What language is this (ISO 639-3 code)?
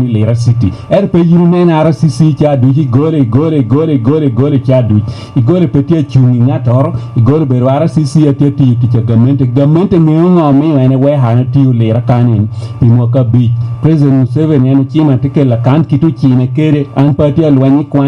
laj